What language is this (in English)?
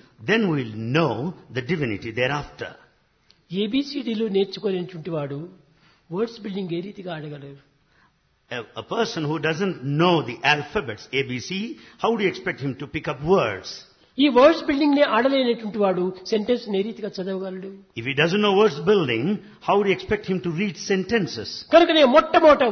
Telugu